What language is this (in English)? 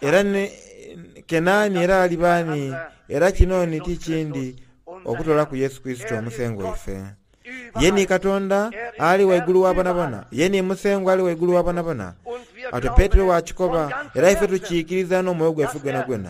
Soga